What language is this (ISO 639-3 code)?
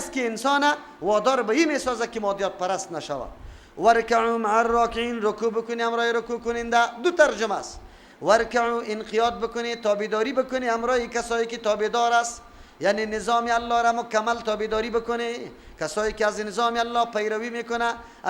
fas